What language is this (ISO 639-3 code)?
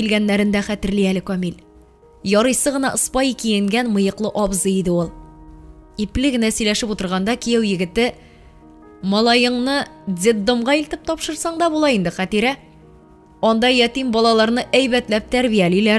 tat